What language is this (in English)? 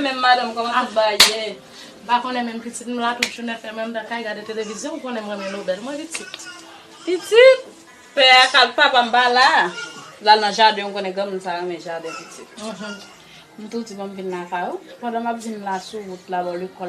Haitian Creole